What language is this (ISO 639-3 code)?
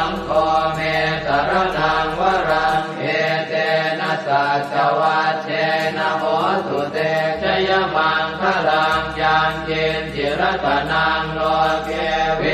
pli